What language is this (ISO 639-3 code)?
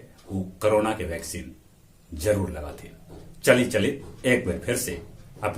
mag